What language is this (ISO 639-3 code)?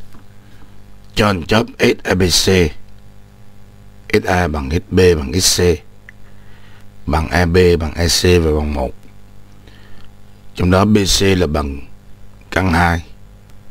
vie